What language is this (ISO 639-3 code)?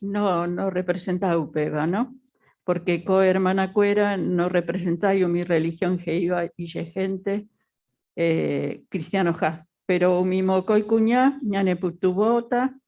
grn